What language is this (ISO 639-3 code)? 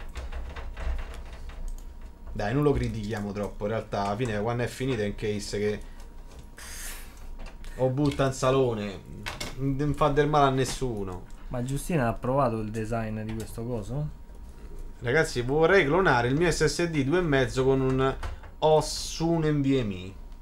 ita